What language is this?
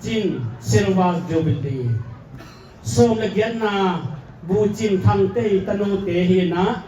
Tedim Chin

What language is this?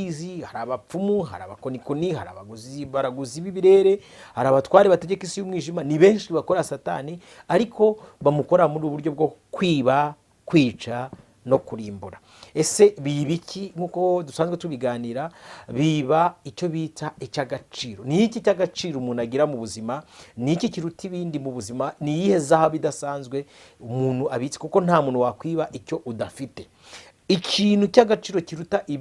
Kinyarwanda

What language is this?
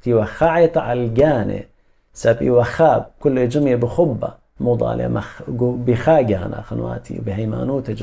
Assyrian Neo-Aramaic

